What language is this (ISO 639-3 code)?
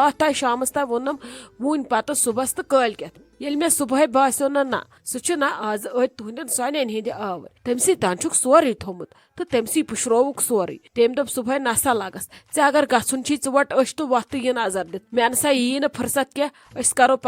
kas